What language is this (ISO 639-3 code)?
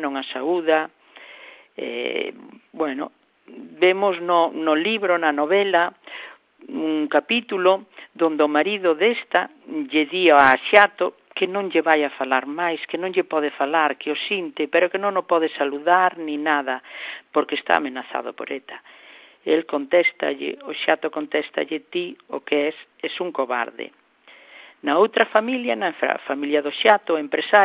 glg